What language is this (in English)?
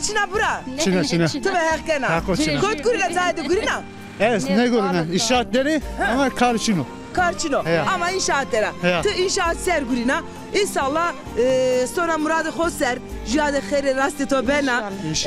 Zaza